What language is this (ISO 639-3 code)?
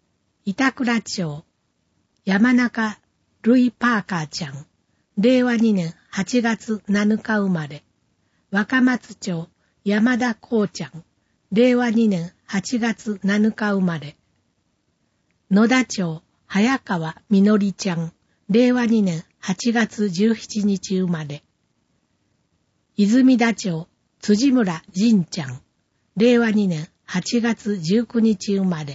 jpn